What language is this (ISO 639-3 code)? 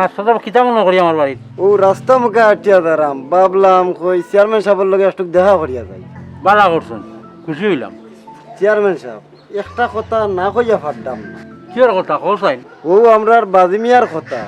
syl